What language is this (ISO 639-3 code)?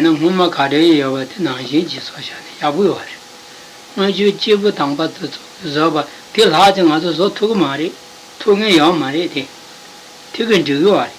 bod